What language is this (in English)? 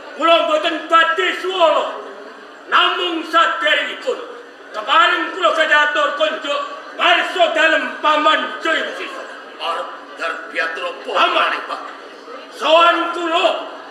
Javanese